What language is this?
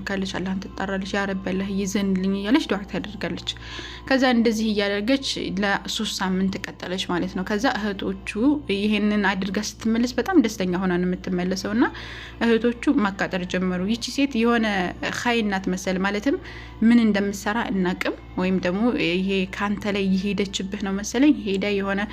Amharic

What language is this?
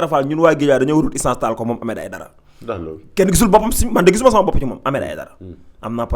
Wolof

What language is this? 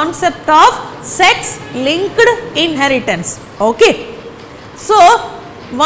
Kannada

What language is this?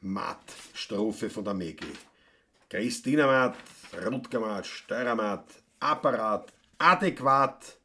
Bavarian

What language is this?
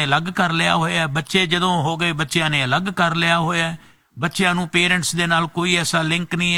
Punjabi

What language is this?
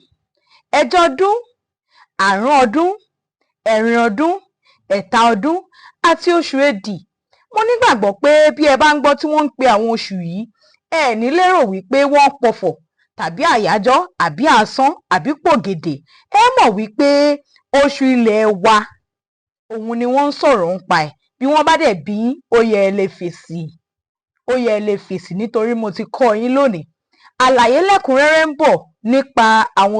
Yoruba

